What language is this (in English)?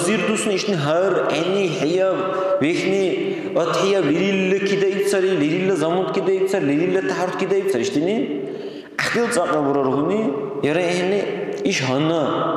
Dargwa